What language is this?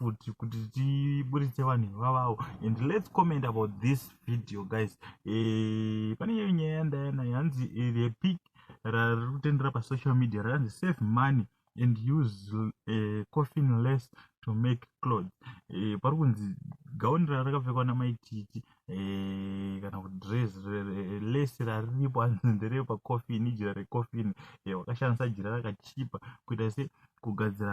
Shona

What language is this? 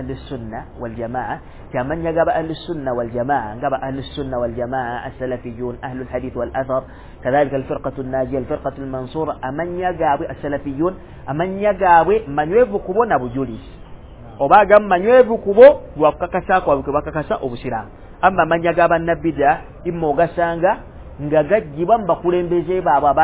Ganda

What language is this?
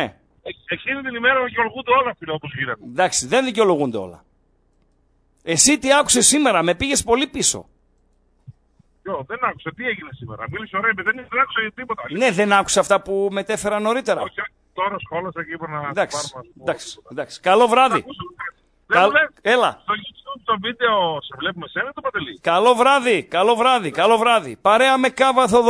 Greek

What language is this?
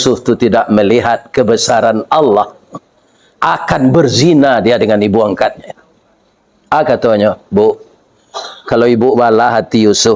Minangkabau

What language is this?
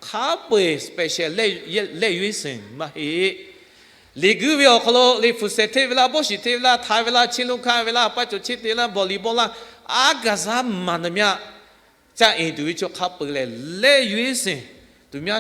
Lahu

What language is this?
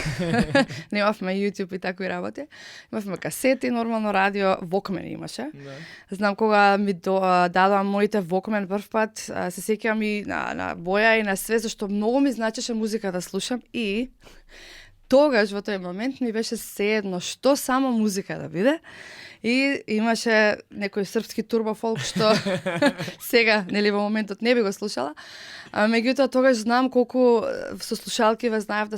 Macedonian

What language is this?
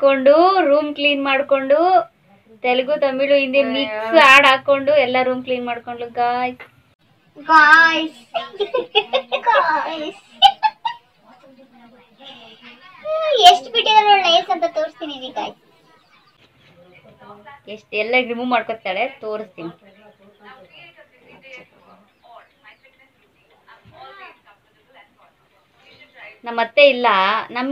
Kannada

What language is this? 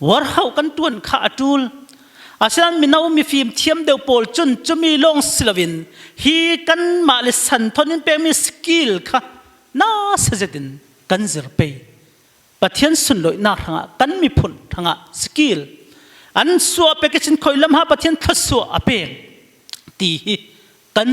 Falam Chin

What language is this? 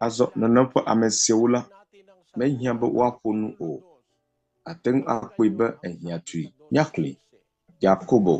Ewe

